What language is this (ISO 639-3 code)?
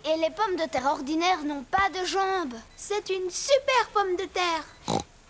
fra